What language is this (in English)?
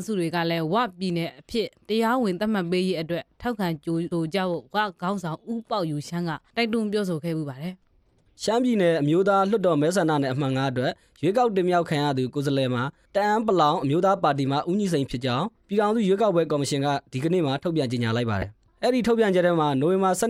Burmese